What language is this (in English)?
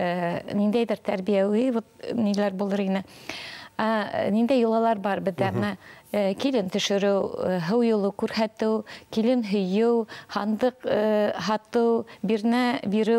Bashkir